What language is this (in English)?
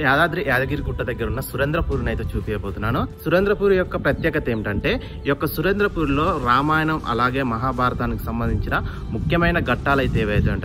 Telugu